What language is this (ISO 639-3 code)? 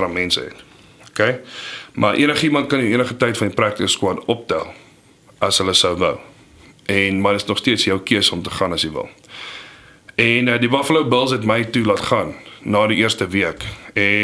afr